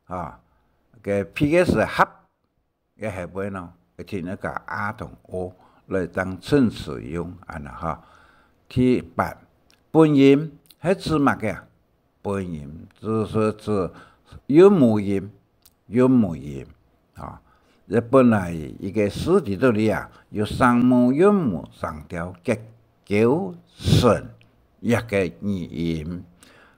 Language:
Hakka Chinese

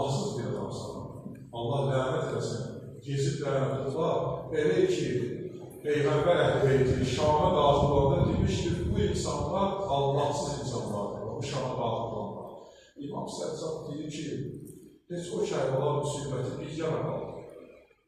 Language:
Azerbaijani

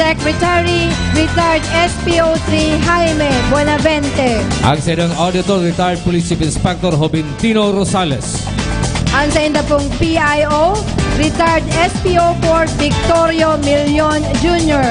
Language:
Bikol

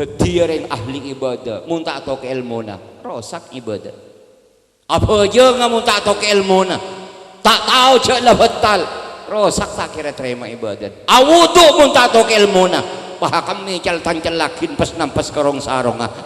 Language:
Madurese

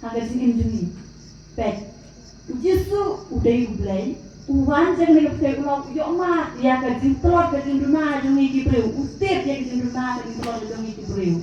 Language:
Khasi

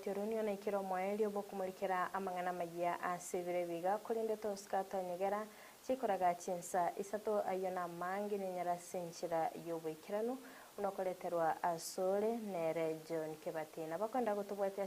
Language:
Gusii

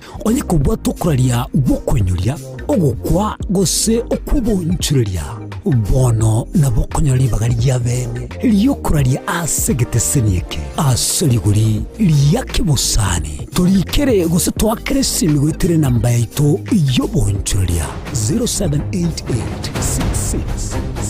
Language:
Gusii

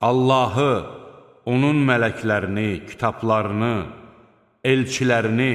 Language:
Azerbaijani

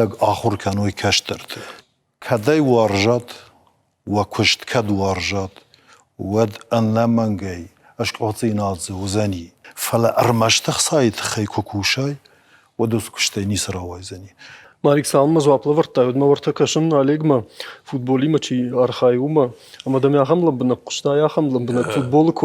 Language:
Ossetic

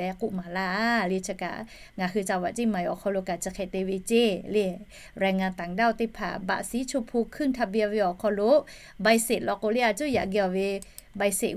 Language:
Lahu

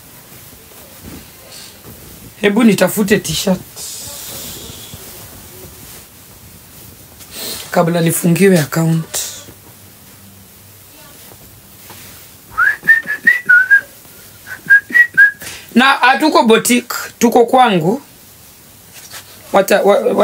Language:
Swahili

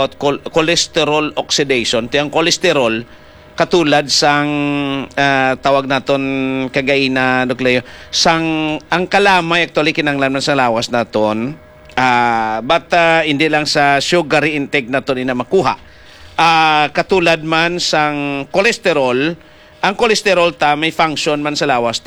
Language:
Hiligaynon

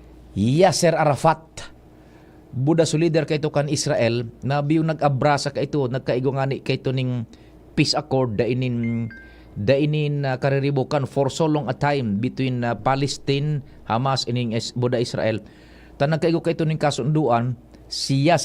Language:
Bikol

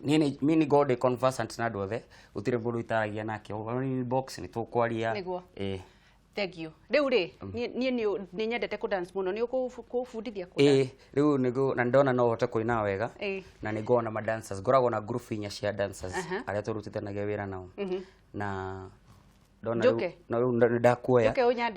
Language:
Kikuyu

